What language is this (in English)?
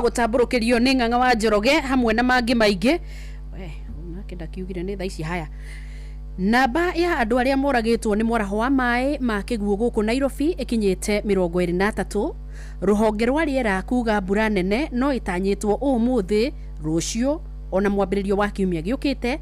Kikuyu